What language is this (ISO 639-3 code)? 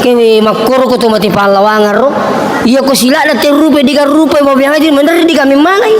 bug